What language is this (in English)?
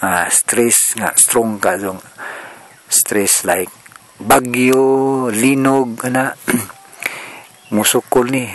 Cebuano